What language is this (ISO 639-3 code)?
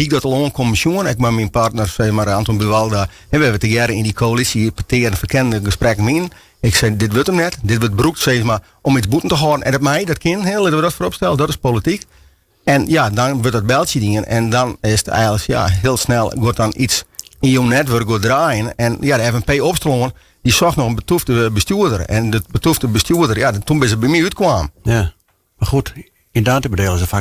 fry